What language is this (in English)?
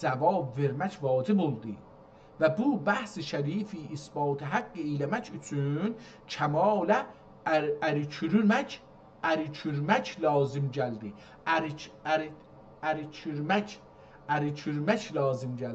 South Azerbaijani